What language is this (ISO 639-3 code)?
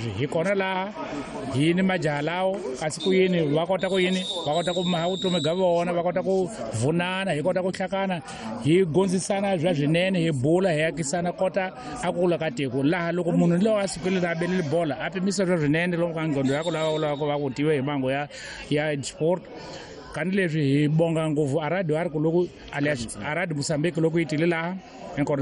tso